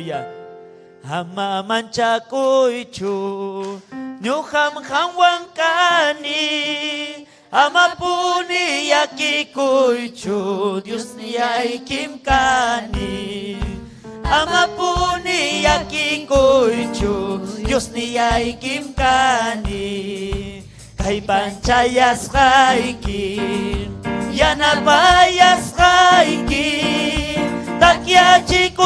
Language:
Ayacucho Quechua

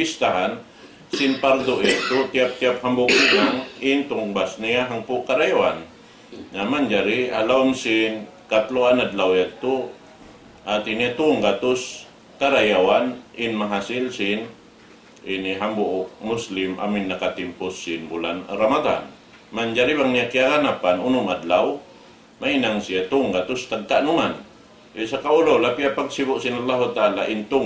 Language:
Tausug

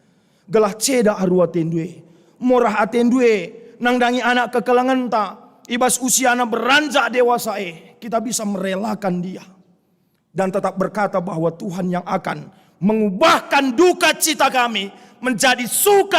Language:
Batak Karo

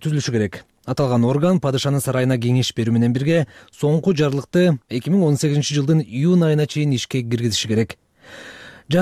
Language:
Kyrgyz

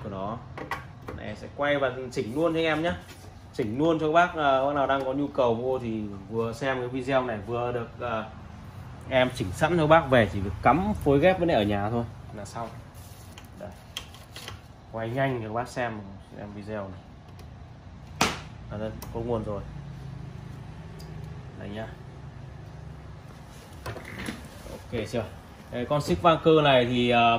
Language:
Vietnamese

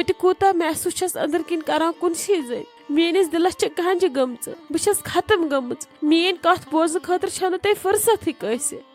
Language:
Kashmiri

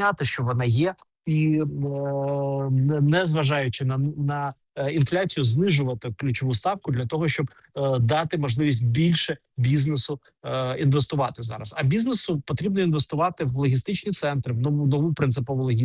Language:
Ukrainian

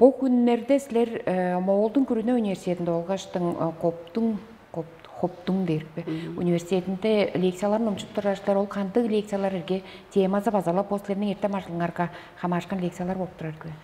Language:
Tuvinian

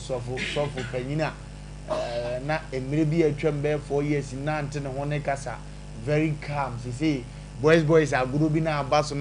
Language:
Akan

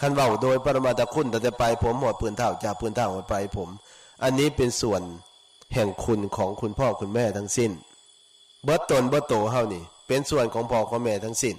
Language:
Northeastern Thai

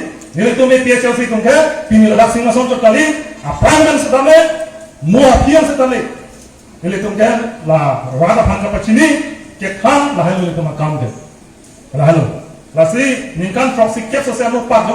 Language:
Karbi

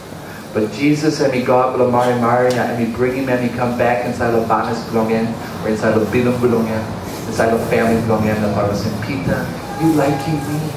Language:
Tok Pisin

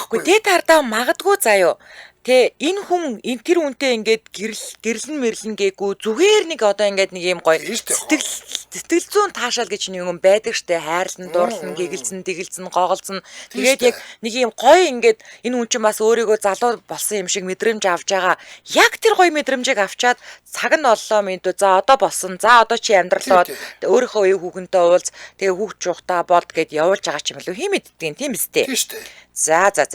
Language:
Mongolian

